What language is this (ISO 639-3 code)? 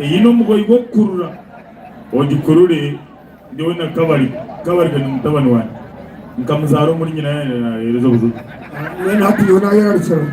nyn